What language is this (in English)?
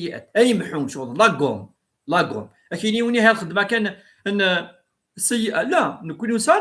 Kabyle